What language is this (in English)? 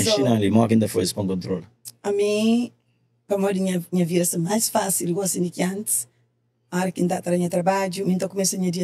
Kabuverdianu